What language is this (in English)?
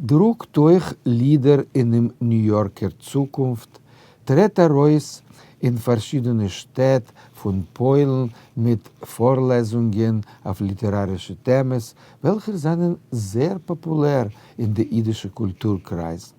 Yiddish